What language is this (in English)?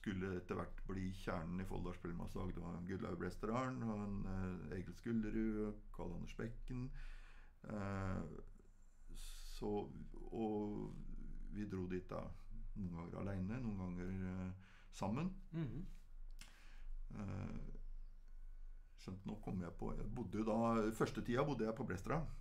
Norwegian